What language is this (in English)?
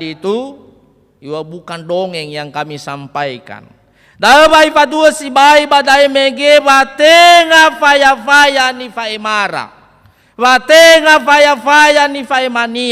Nias